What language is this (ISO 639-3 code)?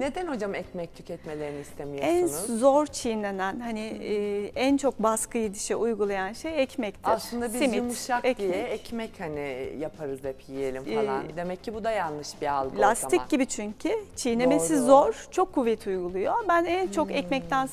tur